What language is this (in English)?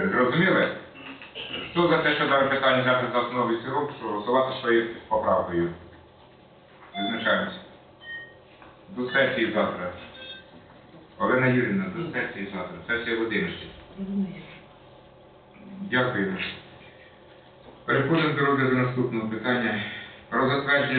Ukrainian